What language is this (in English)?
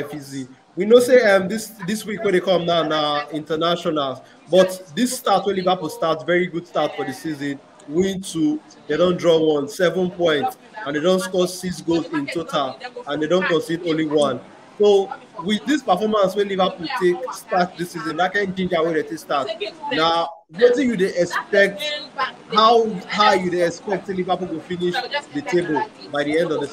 Nigerian Pidgin